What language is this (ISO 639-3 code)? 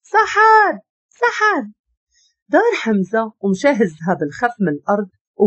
ary